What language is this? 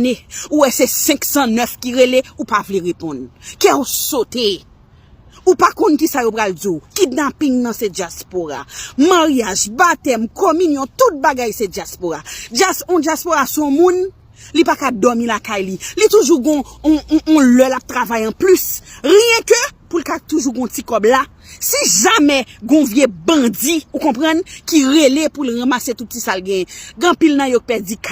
Haitian Creole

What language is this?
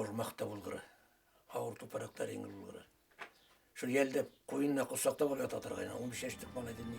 Bashkir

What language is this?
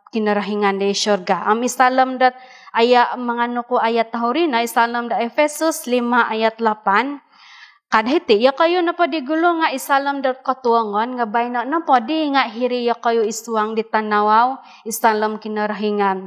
Central Dusun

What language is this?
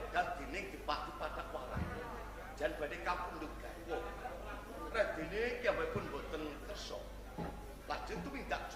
Javanese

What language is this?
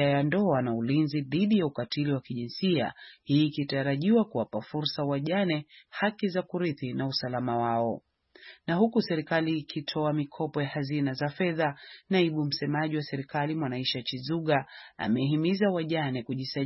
Swahili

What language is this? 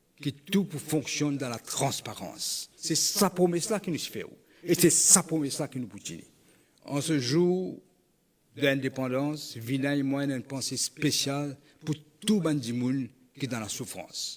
Morisyen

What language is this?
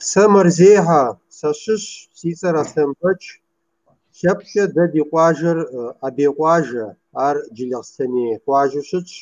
Kabardian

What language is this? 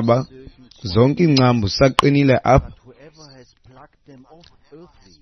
Xhosa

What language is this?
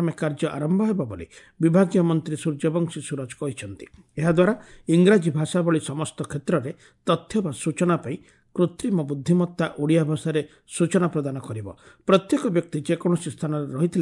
Odia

